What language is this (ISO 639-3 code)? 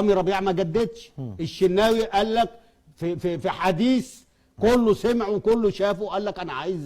arz